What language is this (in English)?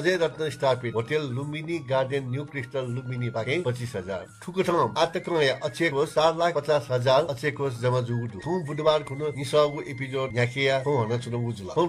Newari